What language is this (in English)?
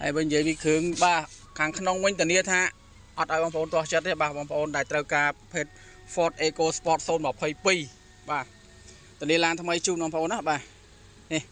Khmer